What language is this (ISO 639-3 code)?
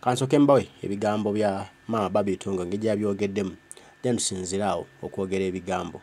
lug